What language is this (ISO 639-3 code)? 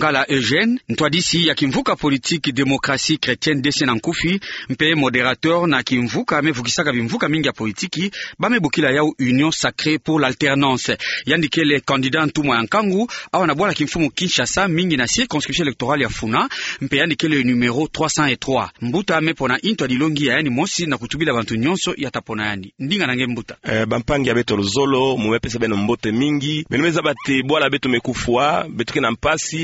ktu